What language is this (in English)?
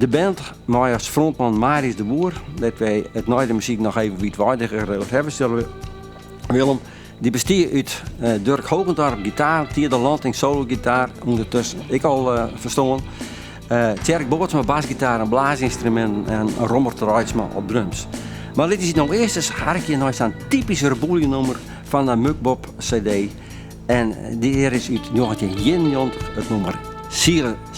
Western Frisian